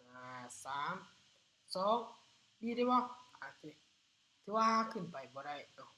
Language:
Lao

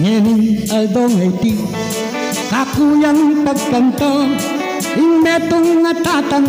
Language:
Pampanga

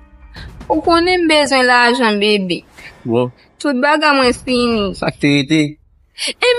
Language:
Haitian Creole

